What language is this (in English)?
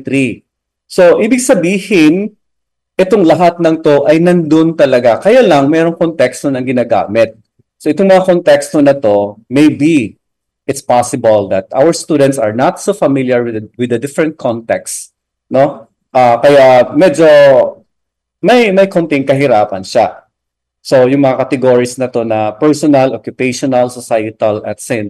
Filipino